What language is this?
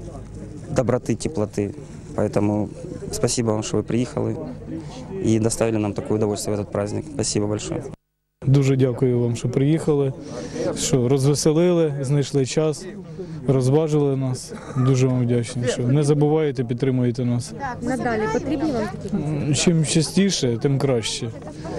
Ukrainian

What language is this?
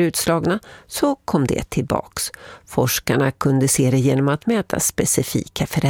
Swedish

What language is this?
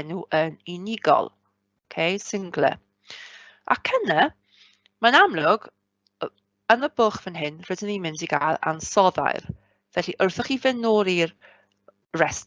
Welsh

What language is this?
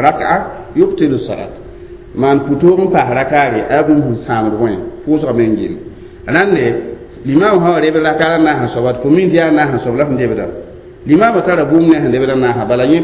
Mossi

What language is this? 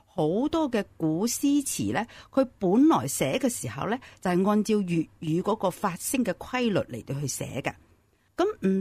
Cantonese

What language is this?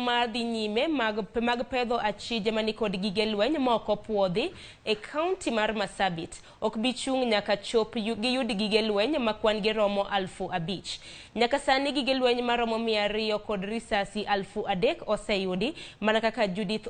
Luo (Kenya and Tanzania)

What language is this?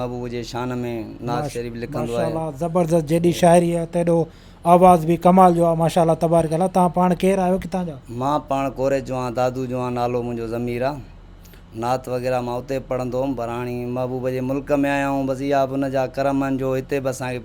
Sindhi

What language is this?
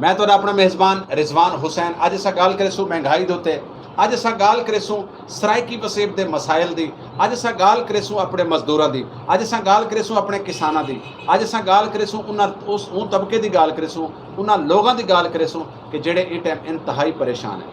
Saraiki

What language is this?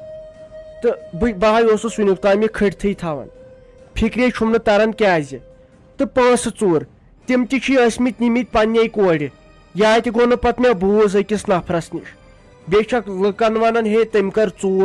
Kashmiri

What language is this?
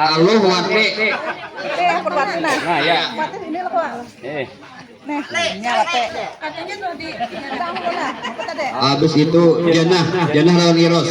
Banjar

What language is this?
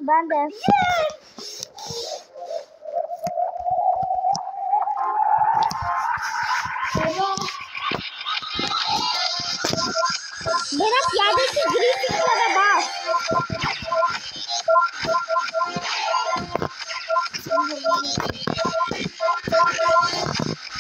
Turkish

